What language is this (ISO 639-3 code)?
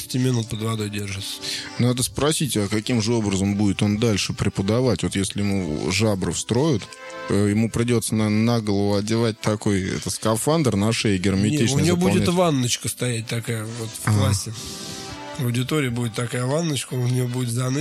rus